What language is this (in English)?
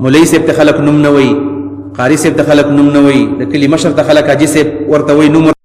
Pashto